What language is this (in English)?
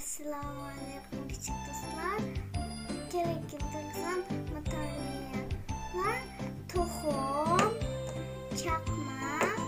Uyghur